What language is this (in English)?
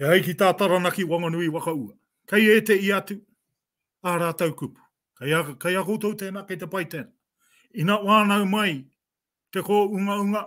Māori